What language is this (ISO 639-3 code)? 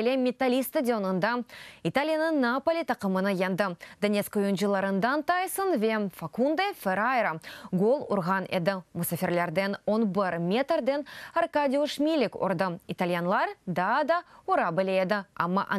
crh